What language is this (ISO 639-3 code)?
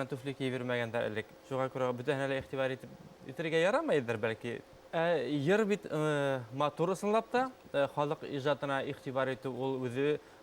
bak